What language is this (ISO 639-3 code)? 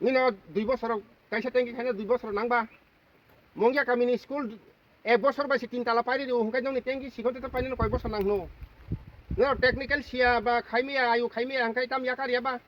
trp